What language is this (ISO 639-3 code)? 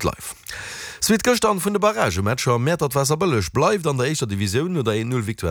ltz